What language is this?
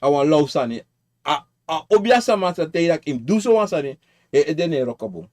Sranan Tongo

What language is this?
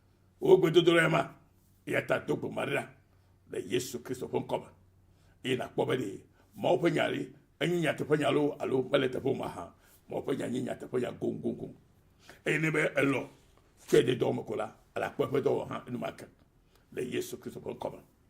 Ewe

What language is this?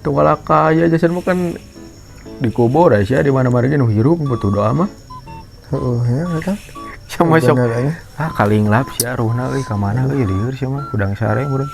Sundanese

